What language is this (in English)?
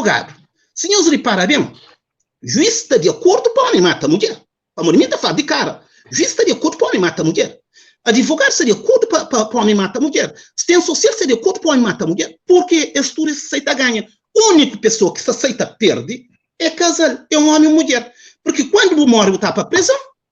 Kabuverdianu